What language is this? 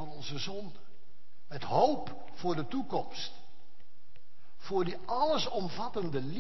Dutch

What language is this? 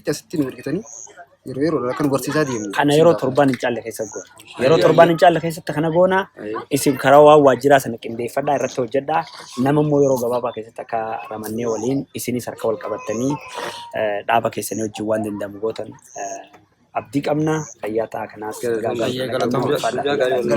Oromo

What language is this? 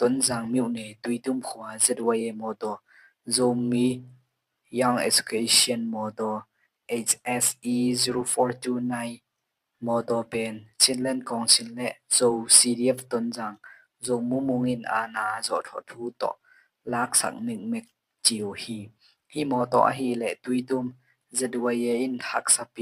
Tedim Chin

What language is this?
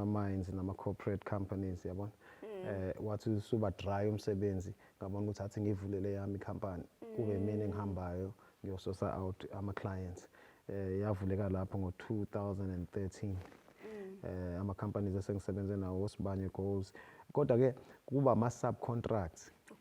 Zulu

